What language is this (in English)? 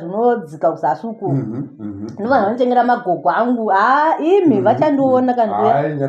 Shona